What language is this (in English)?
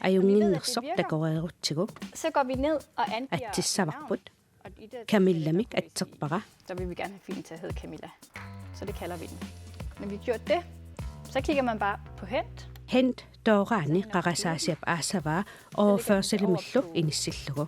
Kalaallisut